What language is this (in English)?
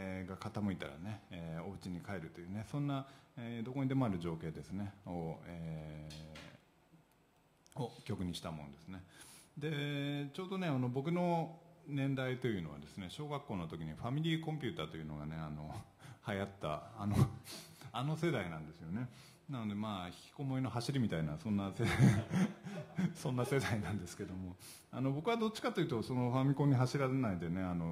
Japanese